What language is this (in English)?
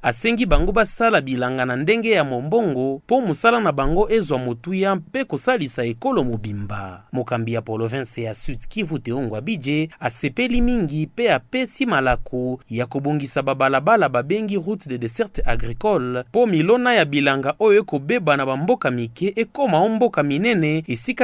Lingala